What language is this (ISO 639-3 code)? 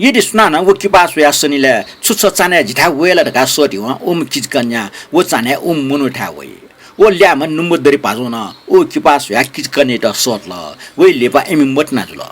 new